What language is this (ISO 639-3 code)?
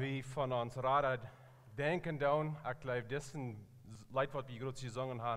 pdt